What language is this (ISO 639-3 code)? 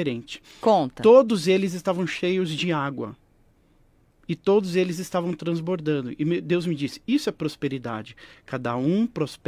por